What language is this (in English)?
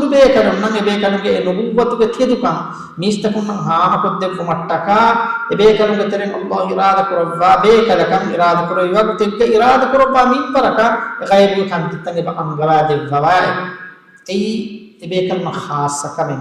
Divehi